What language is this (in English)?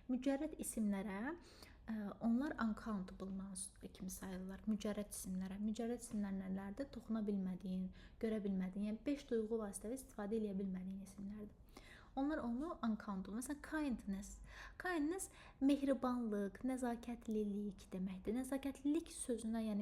Azerbaijani